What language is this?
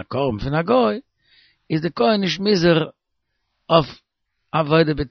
Yiddish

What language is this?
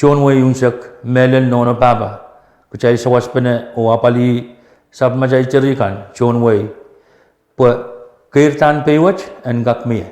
Pohnpeian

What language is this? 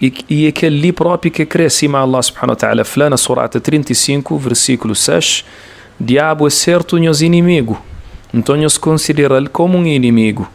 Kabuverdianu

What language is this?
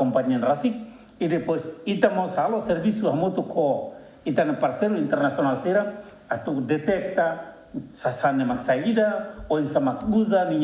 Tetum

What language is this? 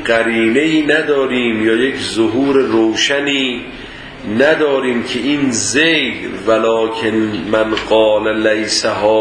Persian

